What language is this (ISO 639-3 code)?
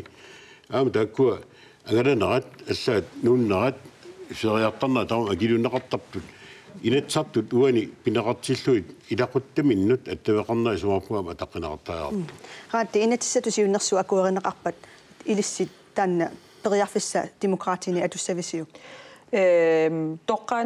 kal